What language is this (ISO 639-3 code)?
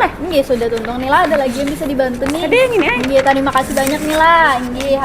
bjn